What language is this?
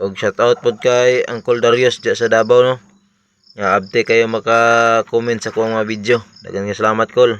Cebuano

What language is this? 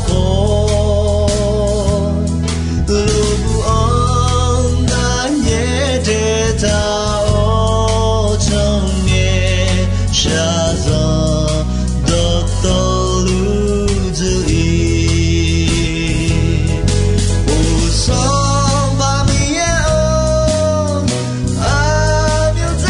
Akha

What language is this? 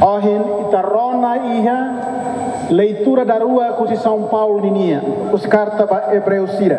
Tetum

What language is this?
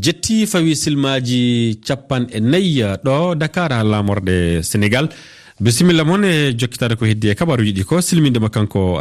Fula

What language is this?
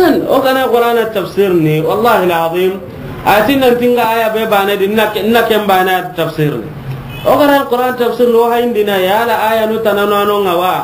Soninke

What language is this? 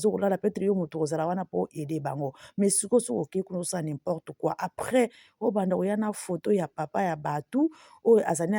Lingala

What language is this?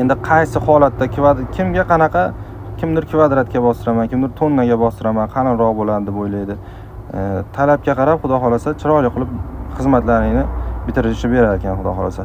Uzbek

